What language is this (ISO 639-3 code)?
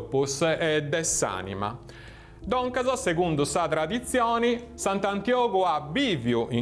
srd